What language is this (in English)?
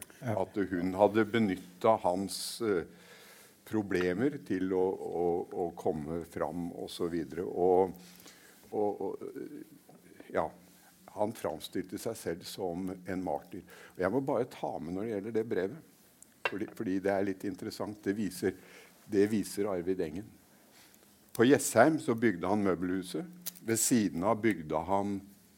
Norwegian